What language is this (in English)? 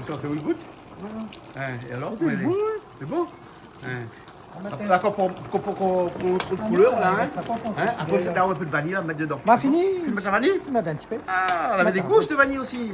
Réunion Creole French